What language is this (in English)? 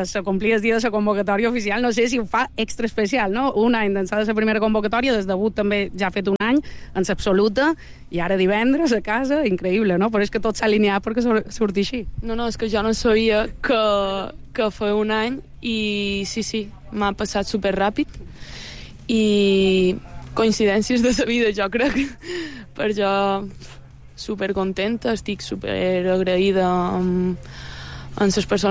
Catalan